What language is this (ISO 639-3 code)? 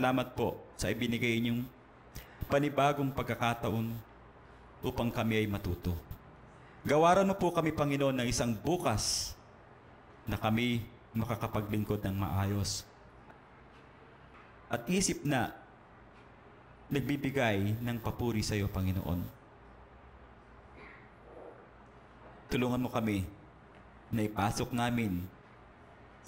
fil